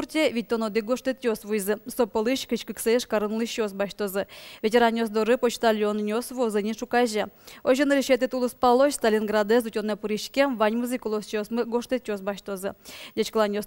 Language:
Udmurt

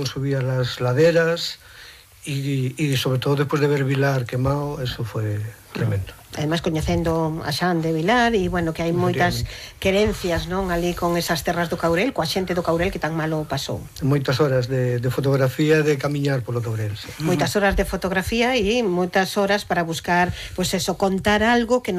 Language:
Galician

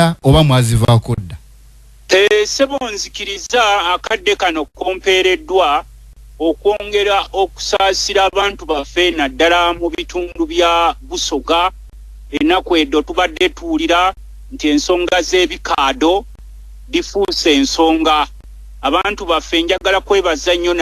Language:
Ganda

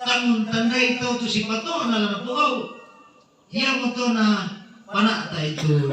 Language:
Toraja-Sa'dan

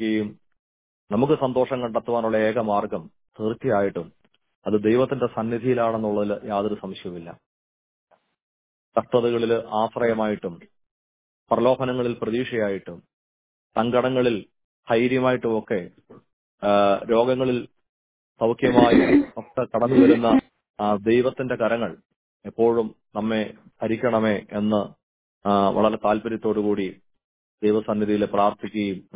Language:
Malayalam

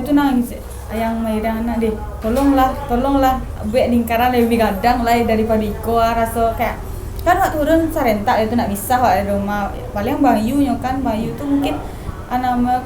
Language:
Minangkabau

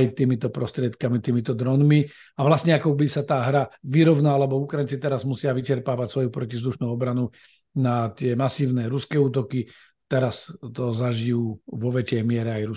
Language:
Slovak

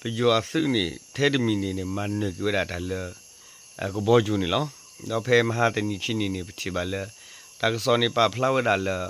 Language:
S'gaw Karen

